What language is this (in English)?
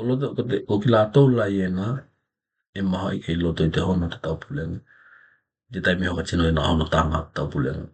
Tokelau